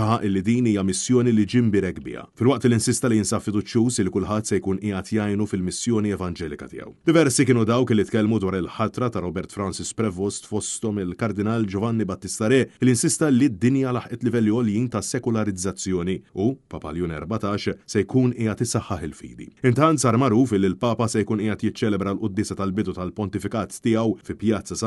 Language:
Maltese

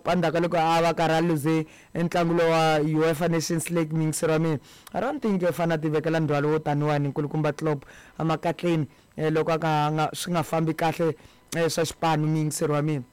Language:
Tsonga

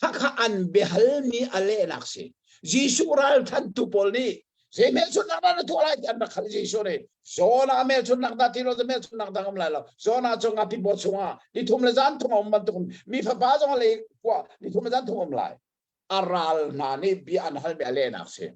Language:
Hakha Chin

